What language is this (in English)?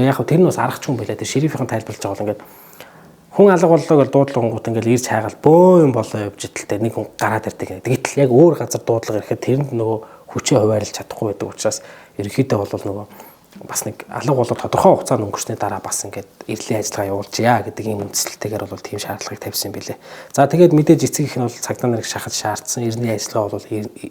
Mongolian